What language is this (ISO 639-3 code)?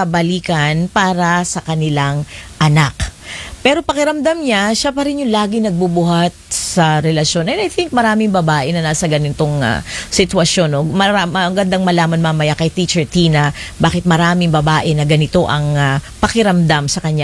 fil